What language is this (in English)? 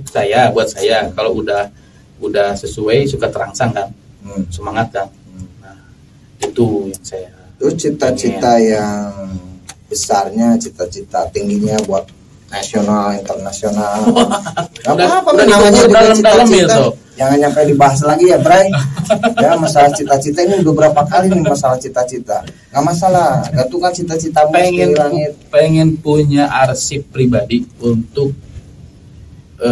Indonesian